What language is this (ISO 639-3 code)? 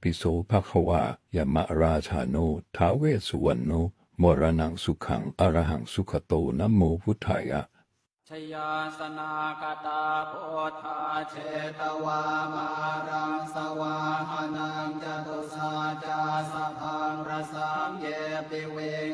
pli